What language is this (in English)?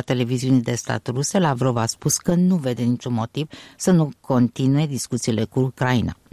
Romanian